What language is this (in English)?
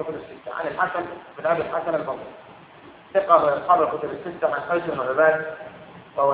Arabic